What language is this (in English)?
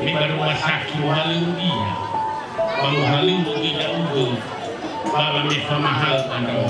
Nias